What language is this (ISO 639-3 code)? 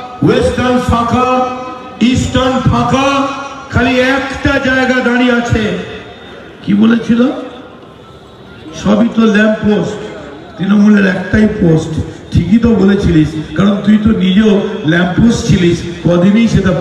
ben